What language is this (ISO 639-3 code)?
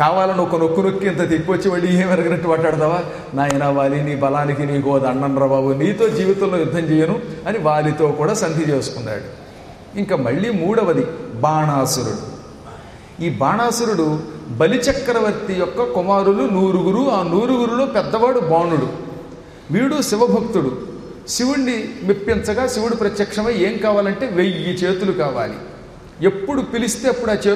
tel